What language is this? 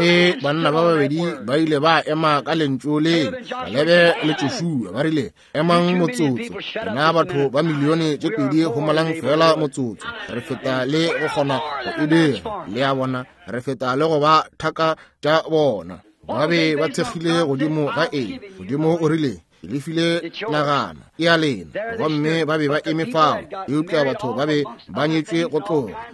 Northern Sotho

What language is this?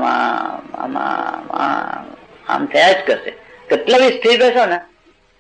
Gujarati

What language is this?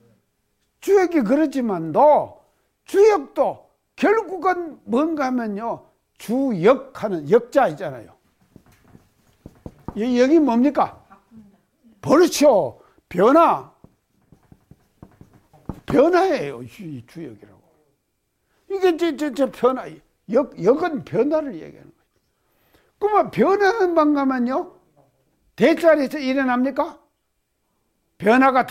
Korean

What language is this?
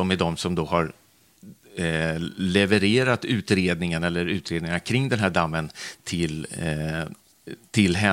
Swedish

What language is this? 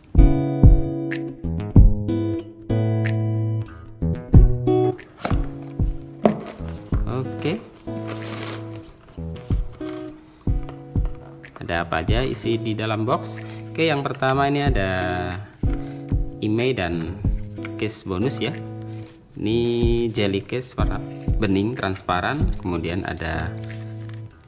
Indonesian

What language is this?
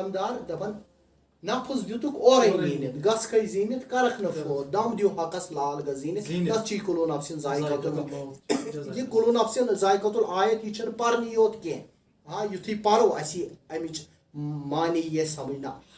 Kashmiri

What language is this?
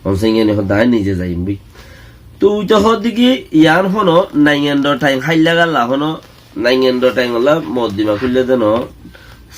Rohingya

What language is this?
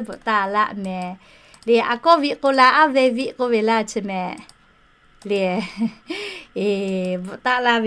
Lahu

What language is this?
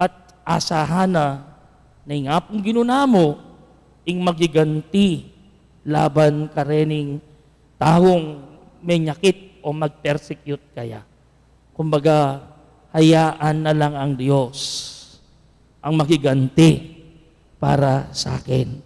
Pampanga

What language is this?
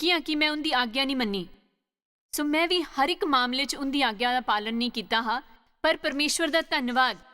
Dogri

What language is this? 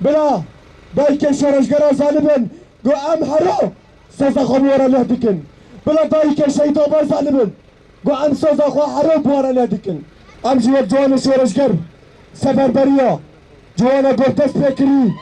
Kurdish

